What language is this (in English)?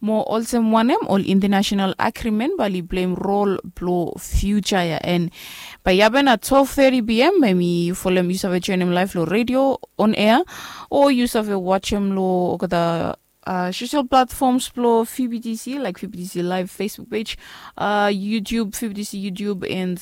Bislama